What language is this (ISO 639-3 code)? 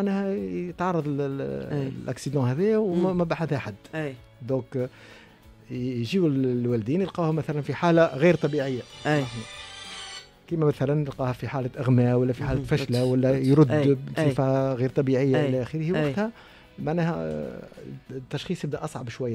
aeb